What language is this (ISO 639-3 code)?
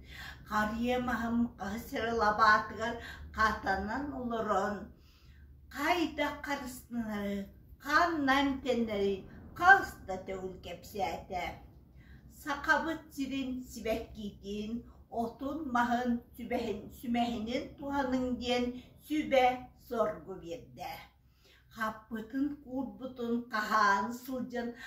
sah